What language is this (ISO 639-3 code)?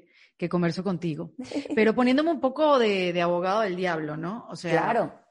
spa